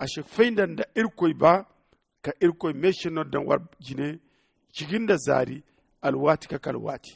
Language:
Zarma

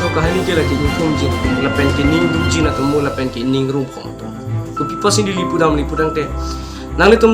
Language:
Karbi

